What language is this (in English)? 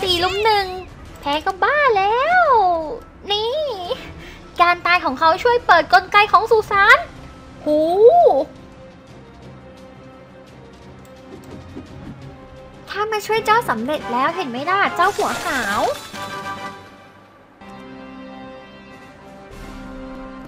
Thai